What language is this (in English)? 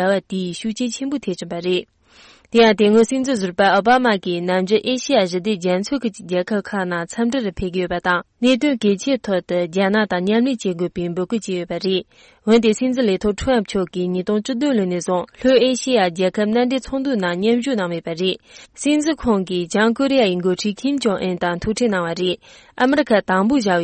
Tibetan